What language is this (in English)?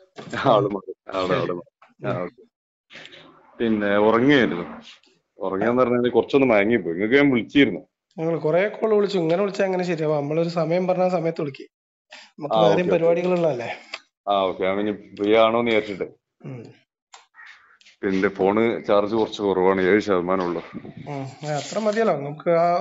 Malayalam